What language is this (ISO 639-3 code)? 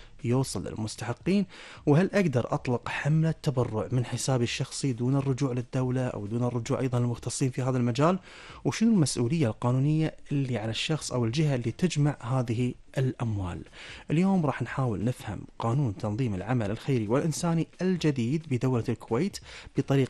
afb